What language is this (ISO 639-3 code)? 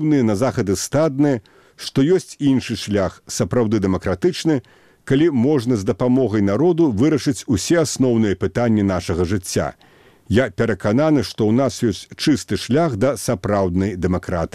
bel